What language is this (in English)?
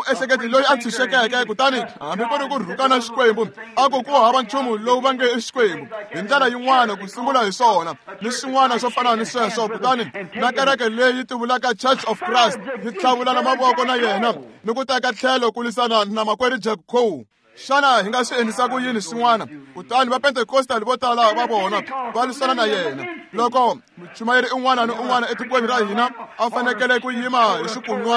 Tsonga